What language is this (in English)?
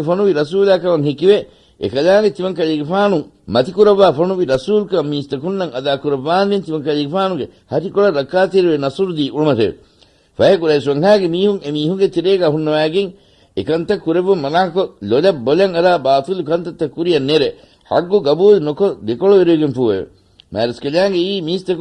Divehi